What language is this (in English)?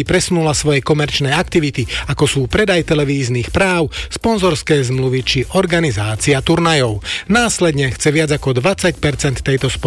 Slovak